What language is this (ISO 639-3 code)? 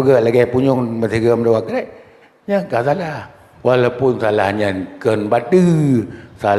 ace